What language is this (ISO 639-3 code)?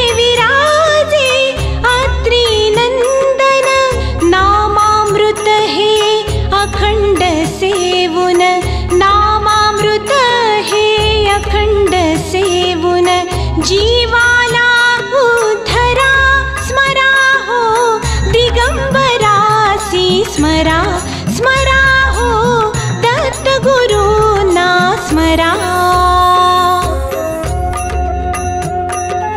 mar